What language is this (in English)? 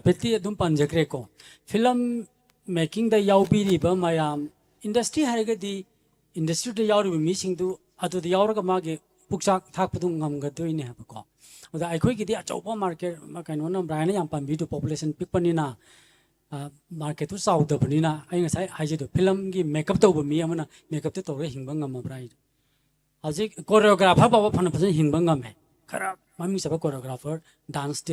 Manipuri